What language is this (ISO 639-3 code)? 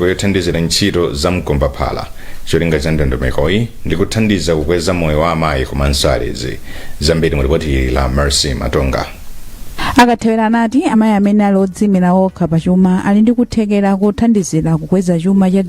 nya